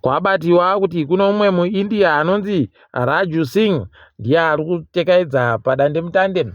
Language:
Ndau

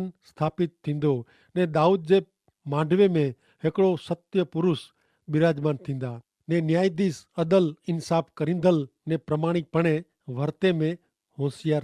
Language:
Kachhi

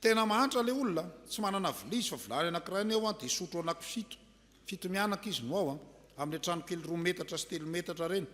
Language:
Malagasy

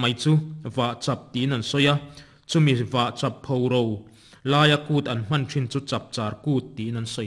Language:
Mizo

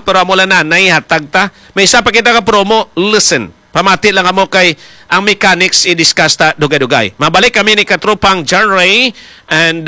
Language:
Hiligaynon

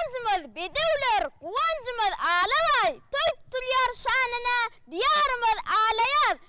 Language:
Turkmen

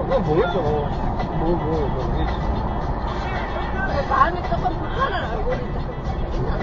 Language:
Korean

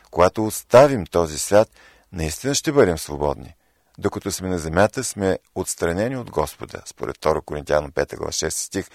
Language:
Bulgarian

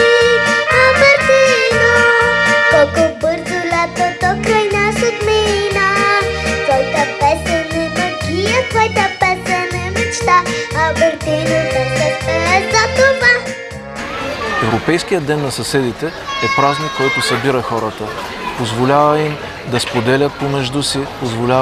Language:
Bulgarian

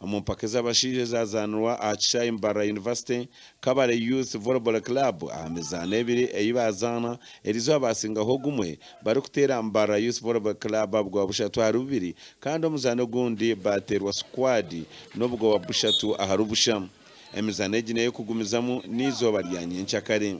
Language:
Nyankole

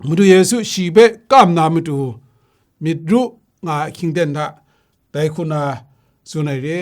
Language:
Kachin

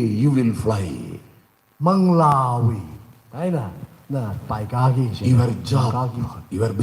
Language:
Tangkhul Naga (India)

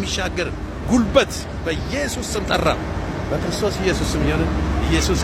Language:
Amharic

